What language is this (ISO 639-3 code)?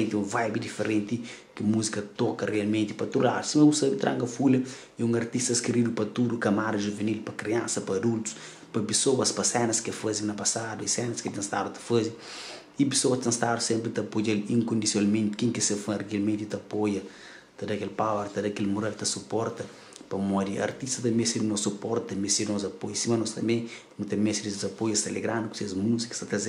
kea